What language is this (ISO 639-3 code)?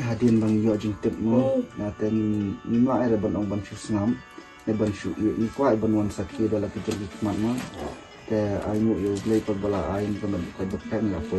kha